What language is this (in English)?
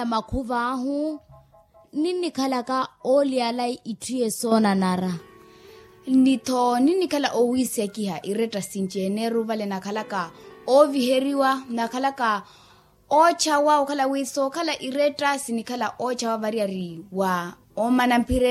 Makhuwa